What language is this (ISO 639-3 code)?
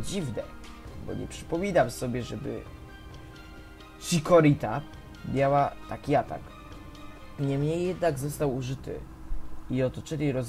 pol